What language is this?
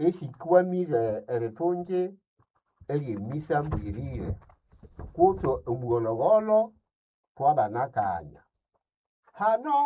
Nande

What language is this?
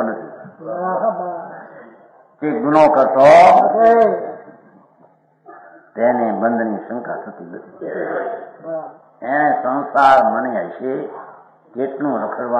Gujarati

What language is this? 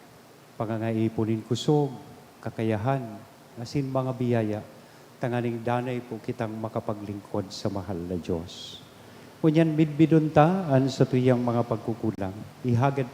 Bikol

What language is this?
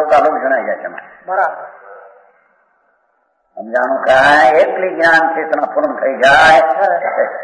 Gujarati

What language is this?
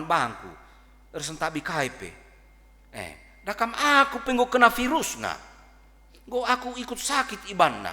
Batak Karo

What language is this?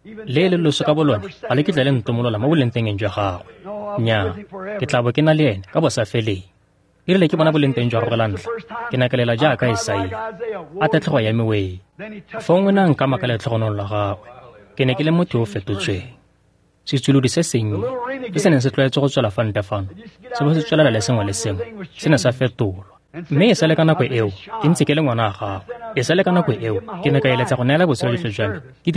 Tswana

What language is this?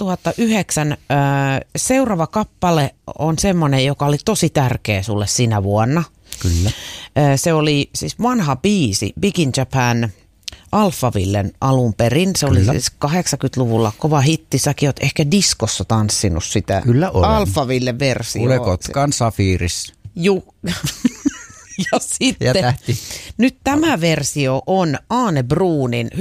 Finnish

